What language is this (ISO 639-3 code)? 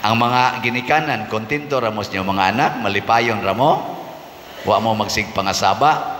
ceb